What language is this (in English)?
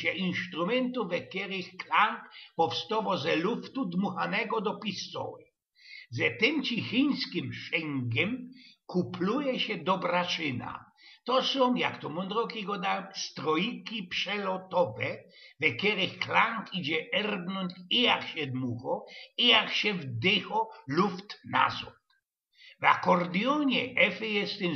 Silesian